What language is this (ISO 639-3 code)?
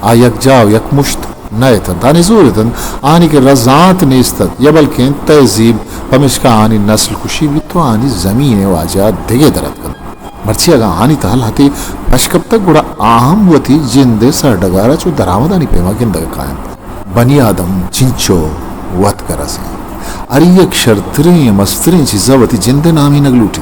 bgp